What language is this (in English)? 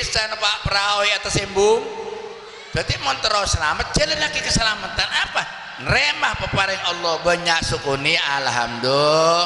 Madurese